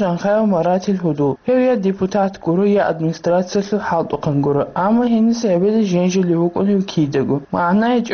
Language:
Avaric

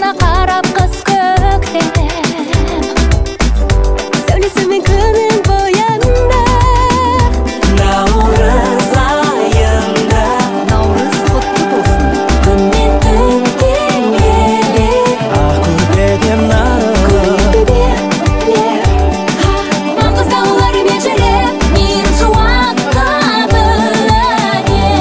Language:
Kazakh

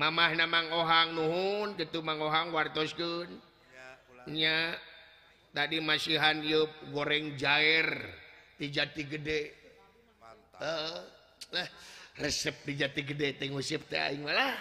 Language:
Sundanese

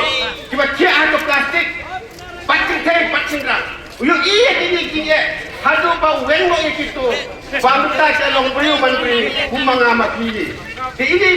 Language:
Khasi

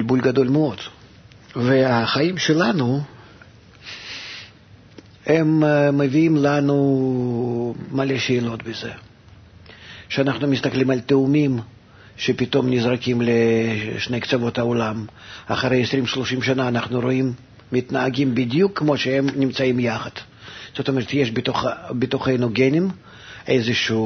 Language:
Hebrew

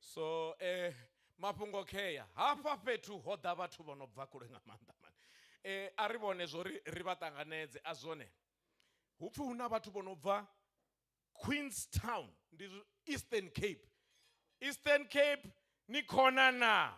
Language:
Venda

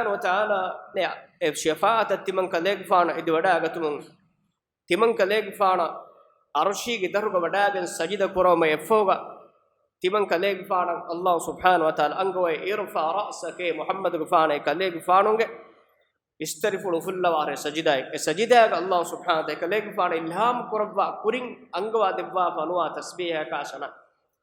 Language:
Divehi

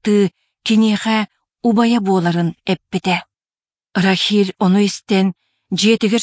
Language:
Yakut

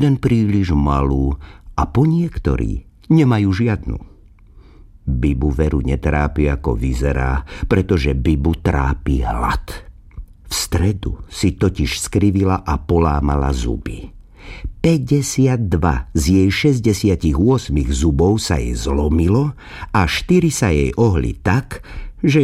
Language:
Slovak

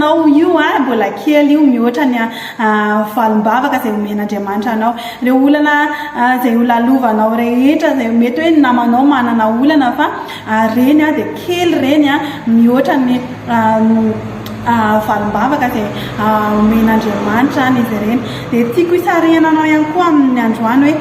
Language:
Malagasy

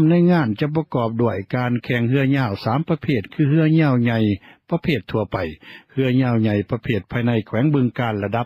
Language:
Lao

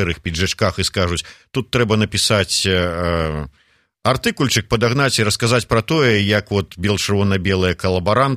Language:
Belarusian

